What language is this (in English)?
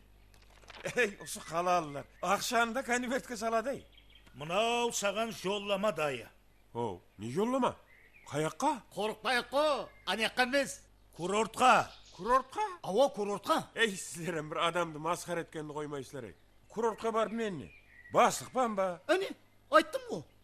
Kara-Kalpak